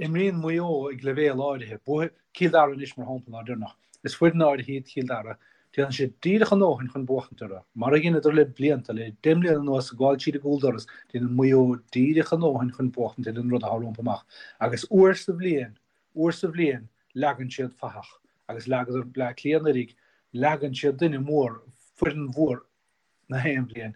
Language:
Irish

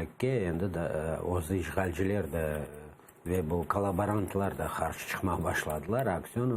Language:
Crimean Tatar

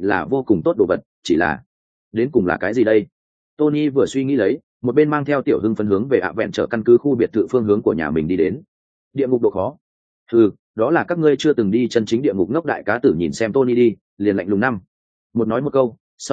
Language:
Vietnamese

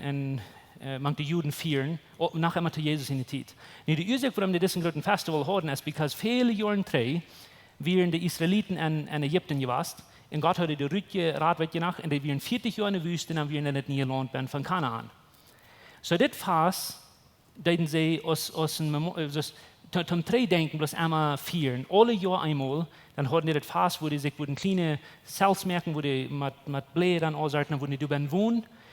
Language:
Plautdietsch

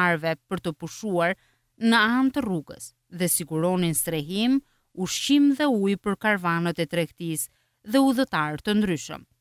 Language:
Albanian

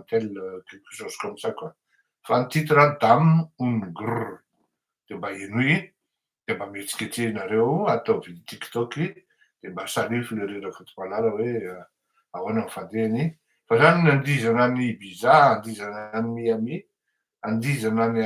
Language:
Malagasy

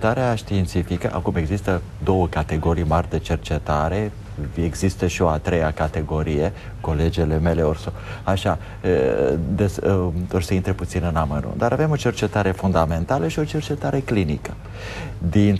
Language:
Romanian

